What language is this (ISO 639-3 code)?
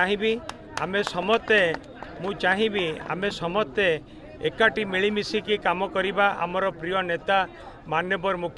ori